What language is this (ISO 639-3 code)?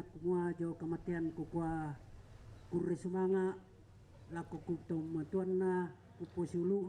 sda